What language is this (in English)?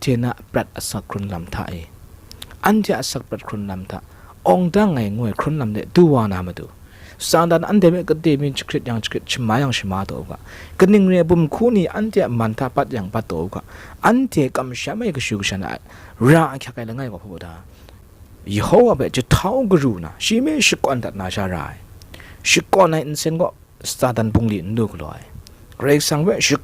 Kachin